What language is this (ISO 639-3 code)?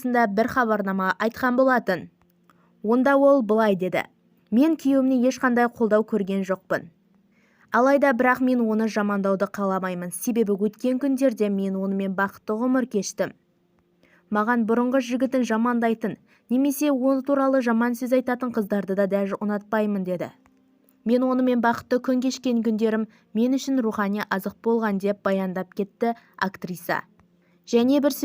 kaz